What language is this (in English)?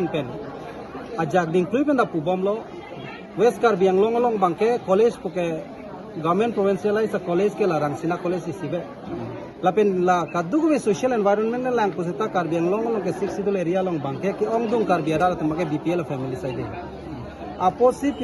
Karbi